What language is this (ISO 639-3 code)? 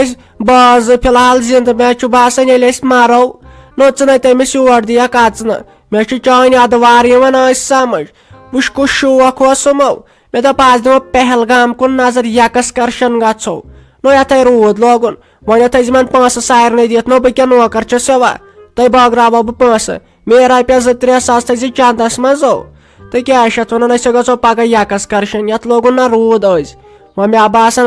kas